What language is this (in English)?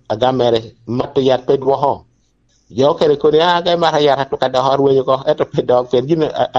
Lango (Uganda)